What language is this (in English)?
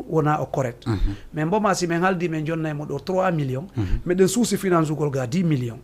Fula